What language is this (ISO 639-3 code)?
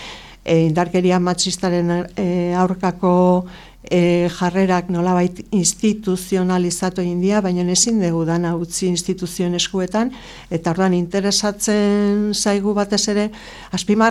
eus